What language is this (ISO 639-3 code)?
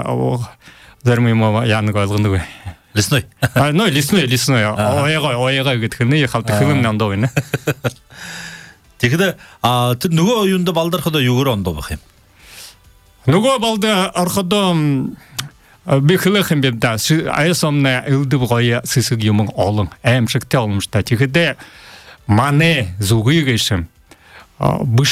bua